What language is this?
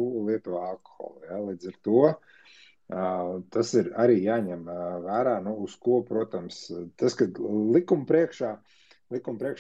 Latvian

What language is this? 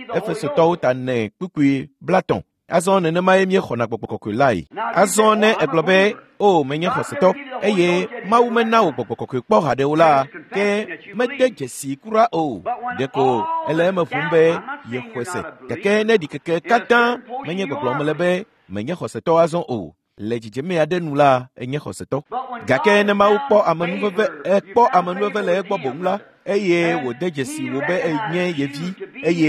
Ewe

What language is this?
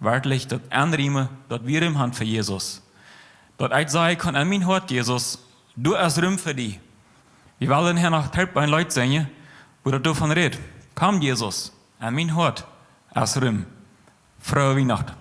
Plautdietsch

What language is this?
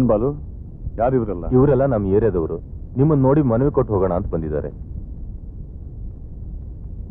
Kannada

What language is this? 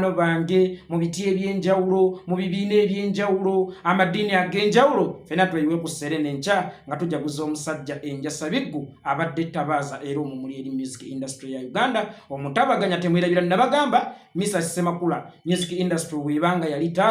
Ganda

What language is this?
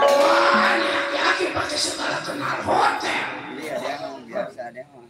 Betawi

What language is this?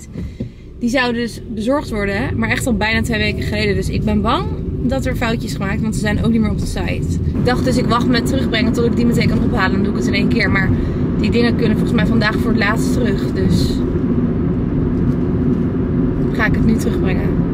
Dutch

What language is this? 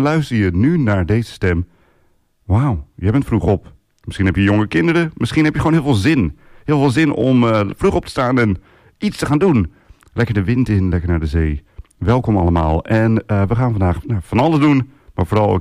Dutch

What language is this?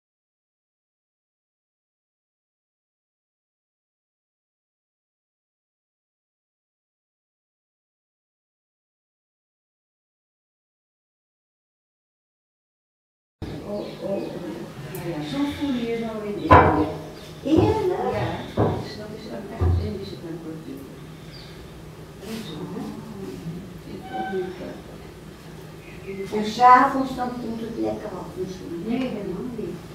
Dutch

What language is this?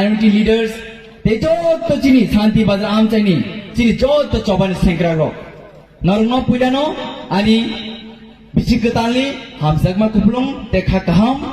Kok Borok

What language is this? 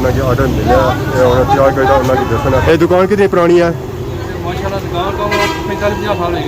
Pahari-Potwari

